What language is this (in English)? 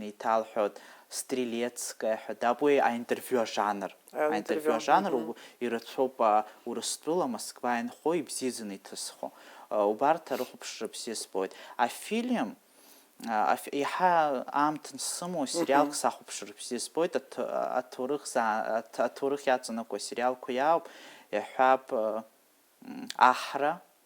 Abkhazian